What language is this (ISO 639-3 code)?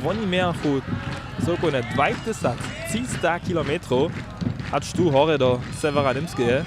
hsb